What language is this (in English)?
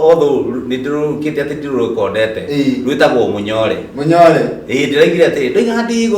Kikuyu